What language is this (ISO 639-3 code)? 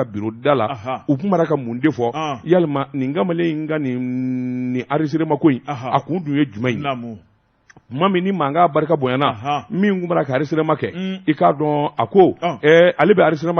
bam